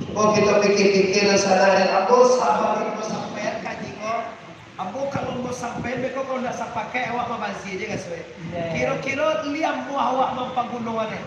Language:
Minangkabau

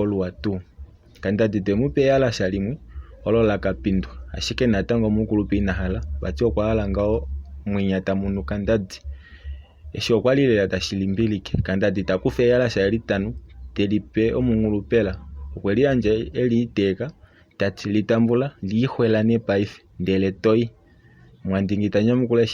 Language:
Kuanyama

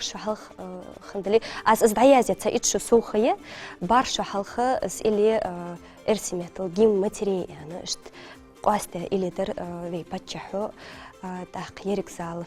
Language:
Ingush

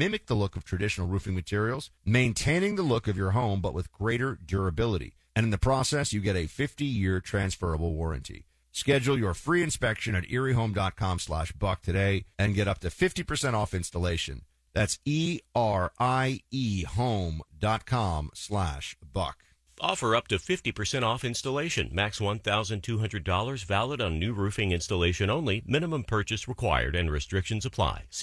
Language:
English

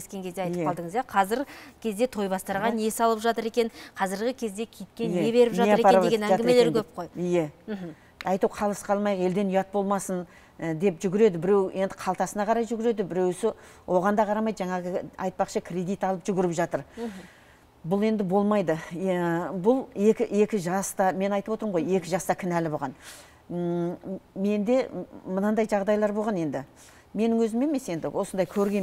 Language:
Kazakh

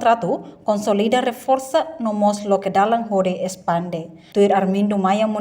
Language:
Tetum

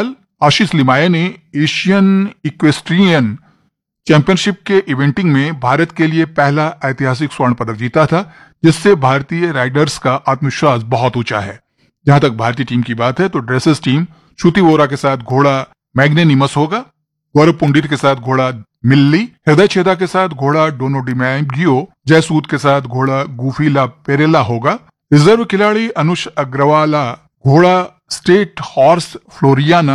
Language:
Hindi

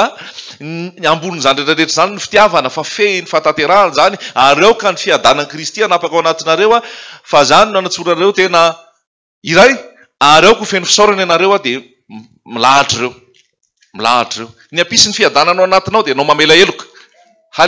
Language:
Malagasy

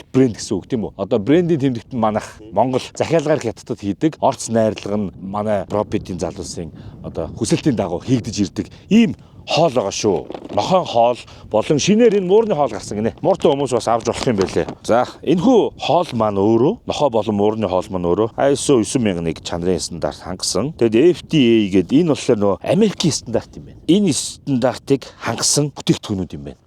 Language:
Mongolian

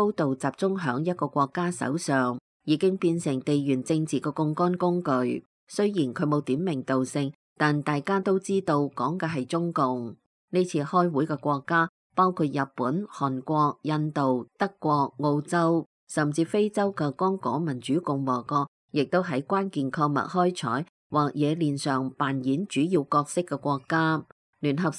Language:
Cantonese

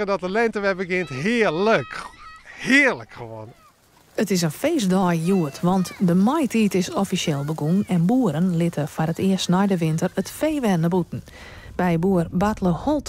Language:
Western Frisian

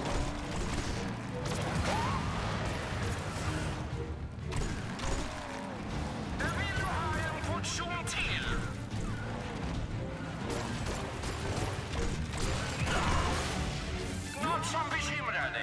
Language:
Swedish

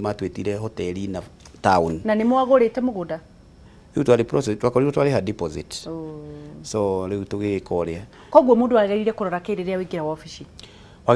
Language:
Kikuyu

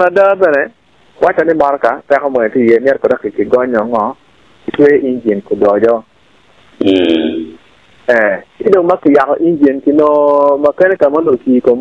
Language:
Acoli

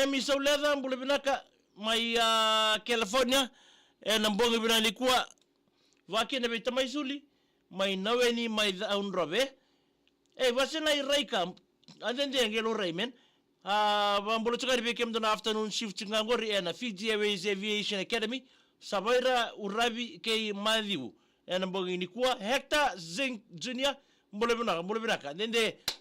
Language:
Fijian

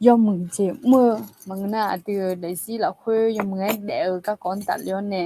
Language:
Akha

